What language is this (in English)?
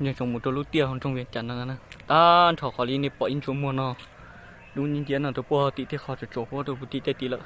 Hmong